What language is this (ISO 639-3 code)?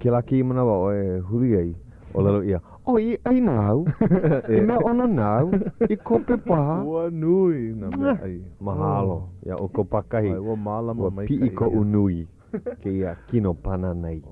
haw